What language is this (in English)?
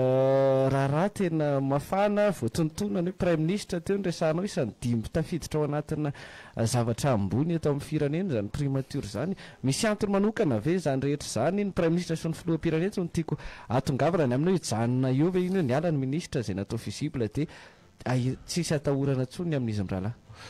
Malagasy